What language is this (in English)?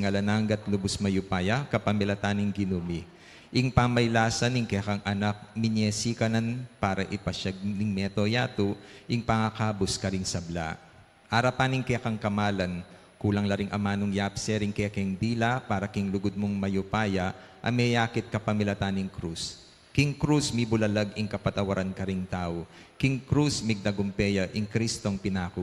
Pampanga